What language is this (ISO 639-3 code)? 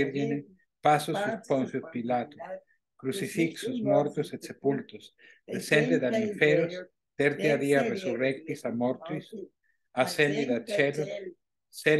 lat